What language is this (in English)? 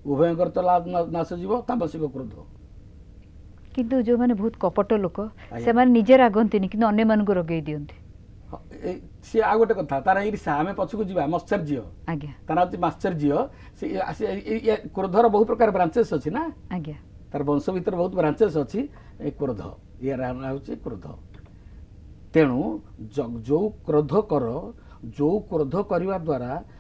Odia